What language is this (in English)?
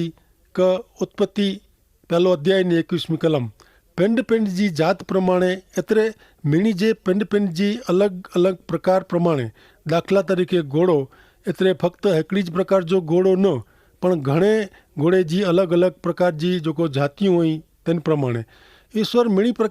Kachhi